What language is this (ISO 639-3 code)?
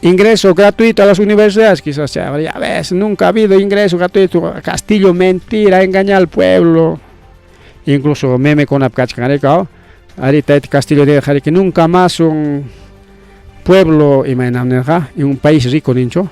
quy